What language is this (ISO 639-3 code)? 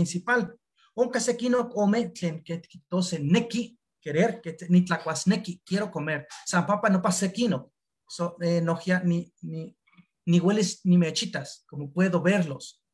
nhe